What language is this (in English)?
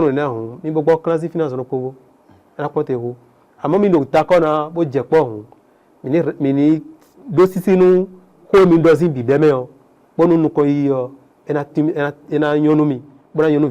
Fon